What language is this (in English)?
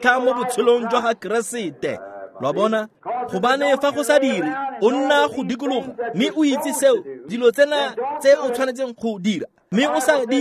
Tswana